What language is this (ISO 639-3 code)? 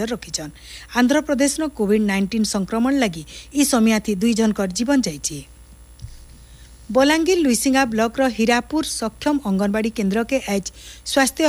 ori